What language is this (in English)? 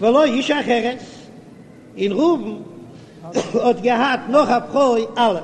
Yiddish